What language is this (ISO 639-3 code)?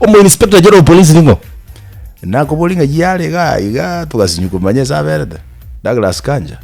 guz